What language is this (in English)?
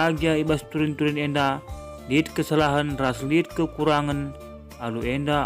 Batak Karo